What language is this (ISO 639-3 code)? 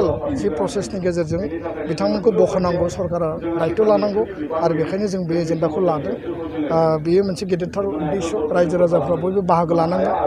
brx